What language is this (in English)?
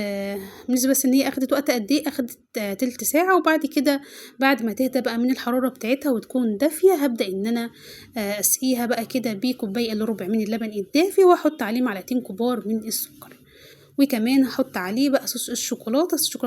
Egyptian Arabic